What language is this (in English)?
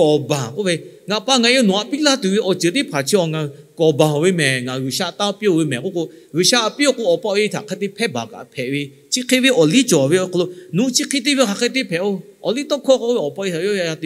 Lahu